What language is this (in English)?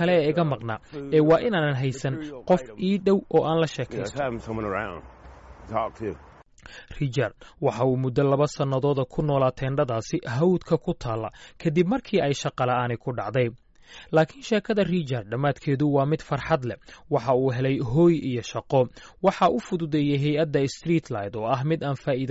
Somali